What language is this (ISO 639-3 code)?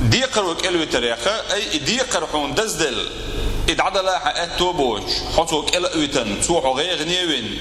che